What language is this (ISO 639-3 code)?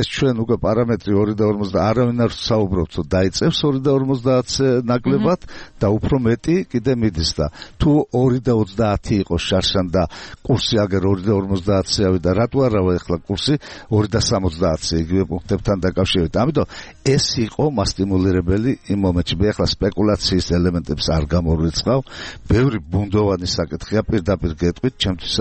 kat